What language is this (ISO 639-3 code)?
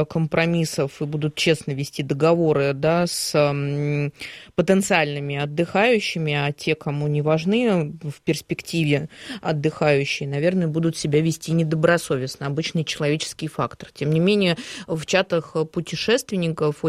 rus